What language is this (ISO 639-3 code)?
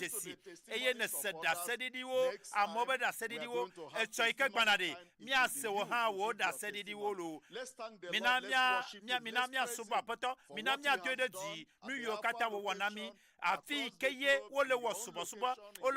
ewe